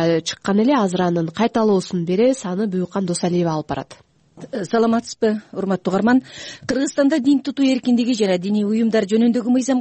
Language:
Kyrgyz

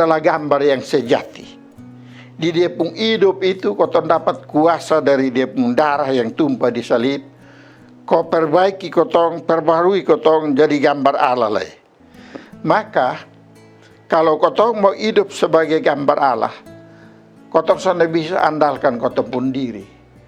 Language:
Kupang Malay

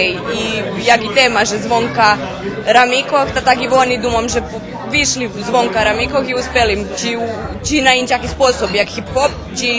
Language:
Rusyn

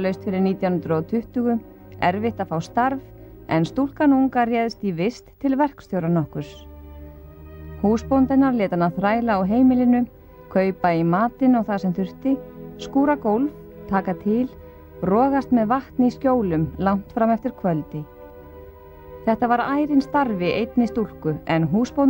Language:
Icelandic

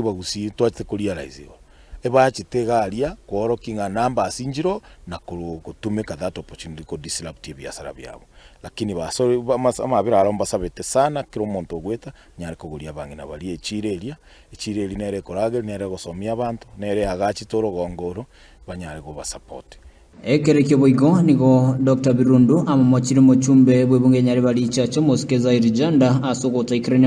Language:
Gusii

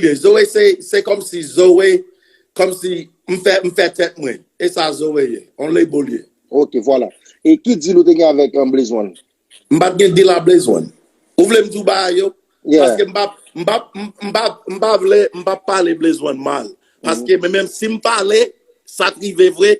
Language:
Haitian Creole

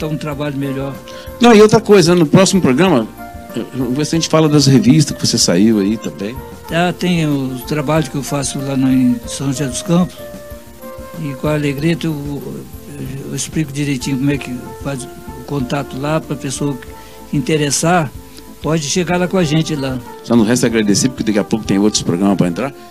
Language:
Portuguese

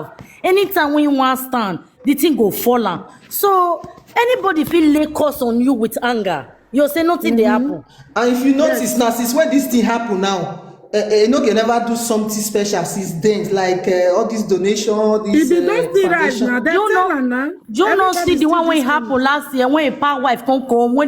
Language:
Nigerian Pidgin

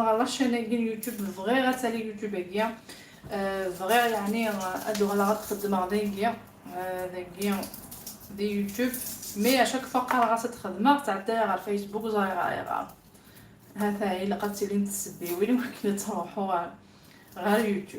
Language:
Kabyle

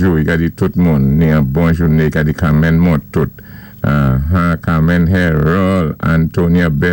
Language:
Saint Lucian Creole French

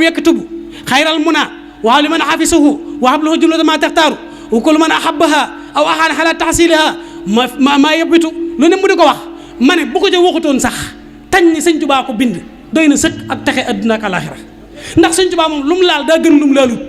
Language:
Wolof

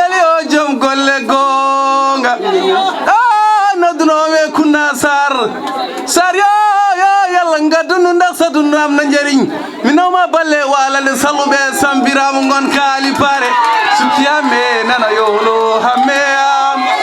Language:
Fula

